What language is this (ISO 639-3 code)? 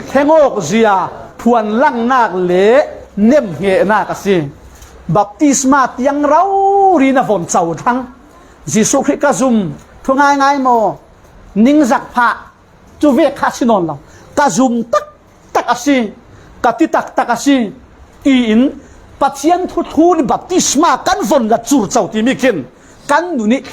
cfm